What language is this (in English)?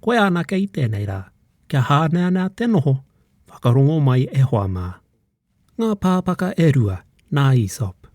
Māori